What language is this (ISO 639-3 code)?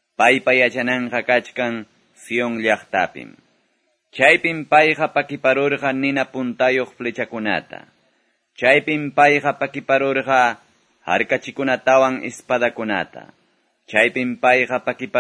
que